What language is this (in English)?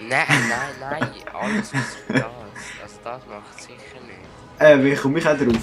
Swiss German